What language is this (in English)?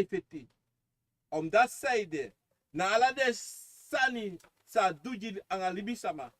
Sranan Tongo